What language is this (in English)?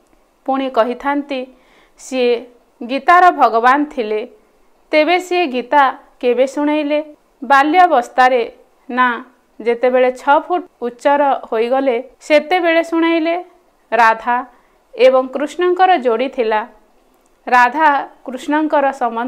Odia